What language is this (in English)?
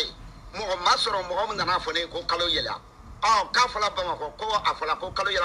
Bambara